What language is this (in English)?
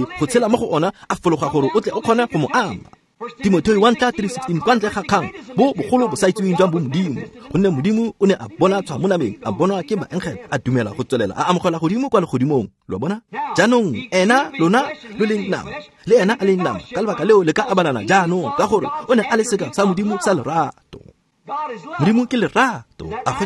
Tswana